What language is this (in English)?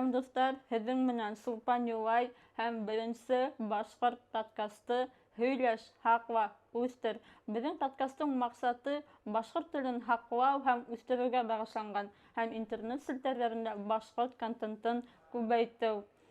Bashkir